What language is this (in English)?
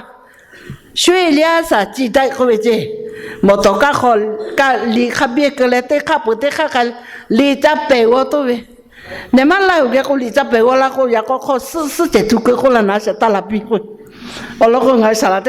Lahu